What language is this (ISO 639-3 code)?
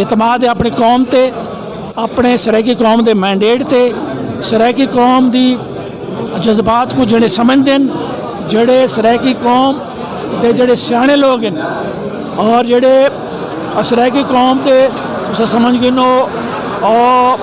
skr